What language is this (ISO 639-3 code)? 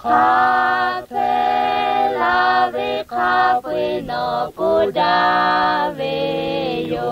lhu